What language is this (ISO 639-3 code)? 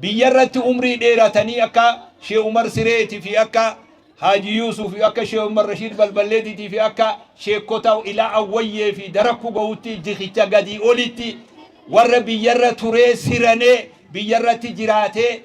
orm